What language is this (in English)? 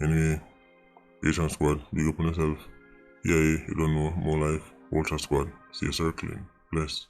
Jamaican Creole English